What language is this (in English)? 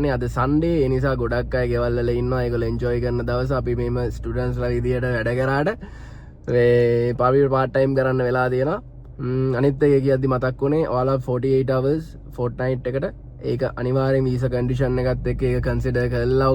Sinhala